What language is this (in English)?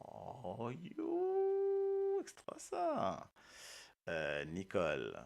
Morisyen